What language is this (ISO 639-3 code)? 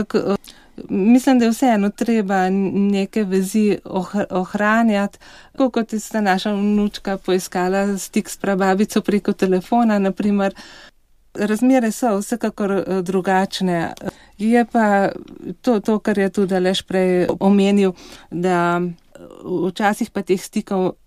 slv